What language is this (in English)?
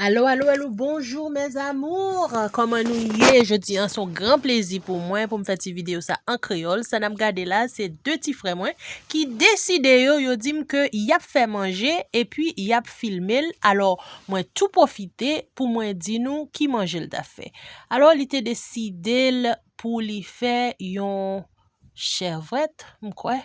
Haitian Creole